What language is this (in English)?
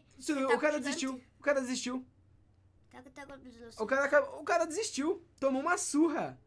Portuguese